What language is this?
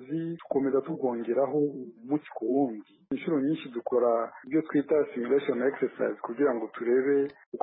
Kinyarwanda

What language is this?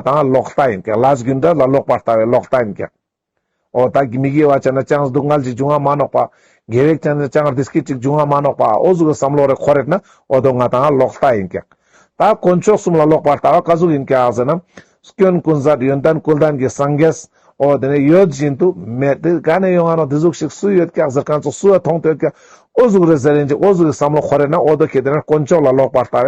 Ladakhi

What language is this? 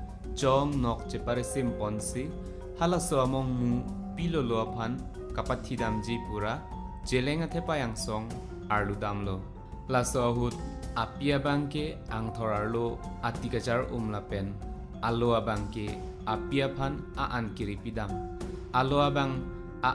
Karbi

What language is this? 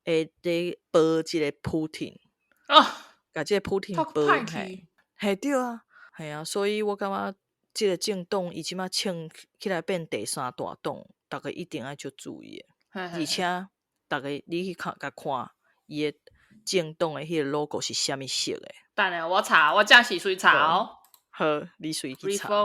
Min Nan Chinese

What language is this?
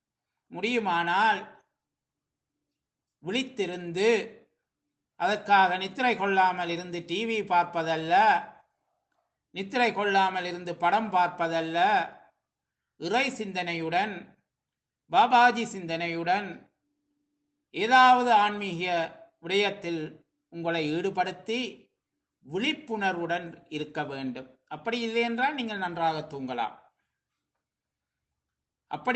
Tamil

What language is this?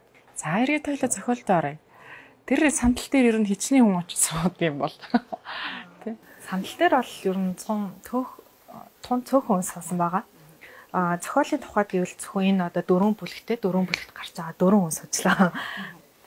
Mongolian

